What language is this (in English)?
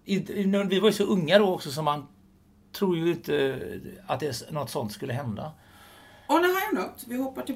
Swedish